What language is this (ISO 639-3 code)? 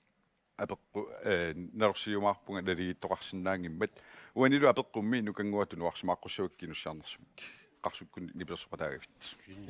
kal